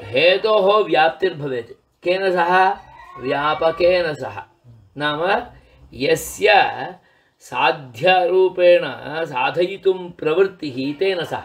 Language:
Sanskrit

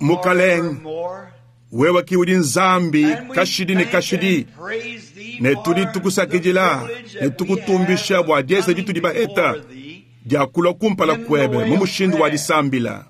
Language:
Luba-Lulua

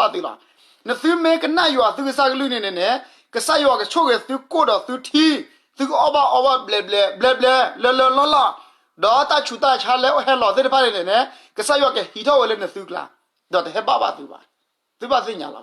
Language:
S'gaw Karen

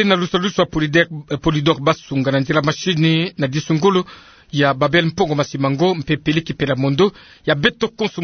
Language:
Kituba (Democratic Republic of Congo)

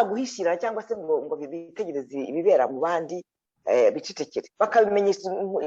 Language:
Kinyarwanda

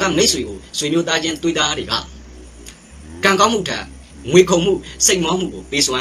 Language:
Burmese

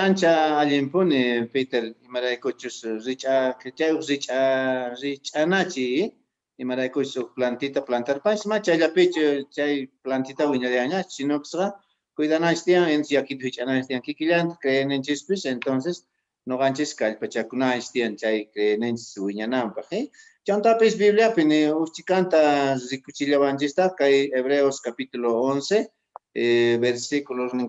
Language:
Quechua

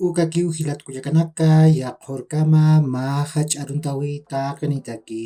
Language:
Aymara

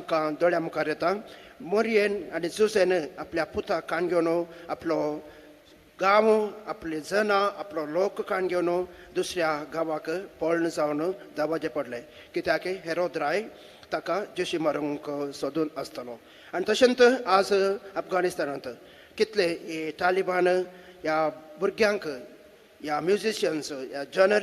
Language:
Konkani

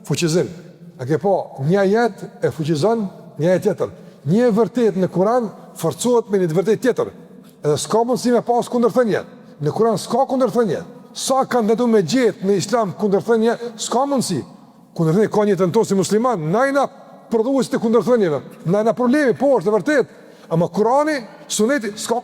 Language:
Albanian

